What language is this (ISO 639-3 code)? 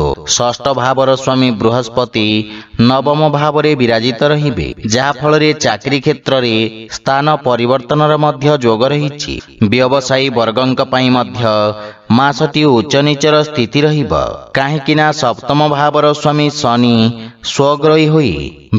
ori